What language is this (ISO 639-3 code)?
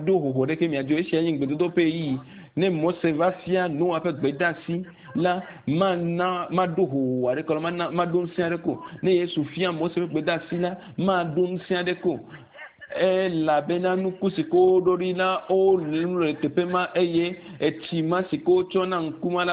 ewe